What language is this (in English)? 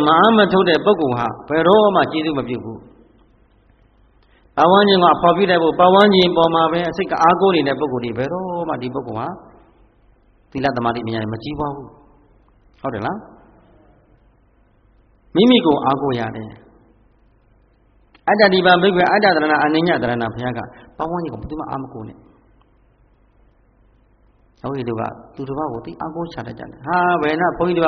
Burmese